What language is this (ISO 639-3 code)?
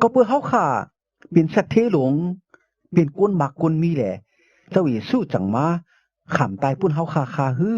shn